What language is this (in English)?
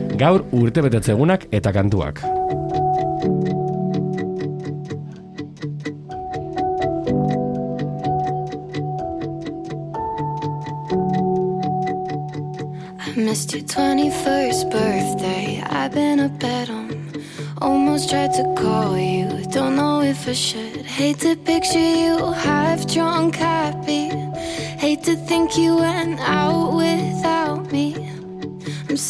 Basque